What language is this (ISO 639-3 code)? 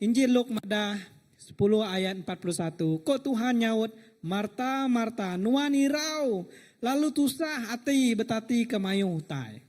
iba